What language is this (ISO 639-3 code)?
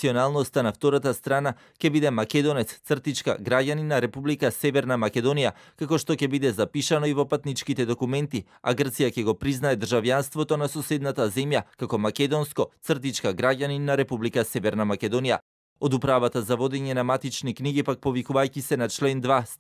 mkd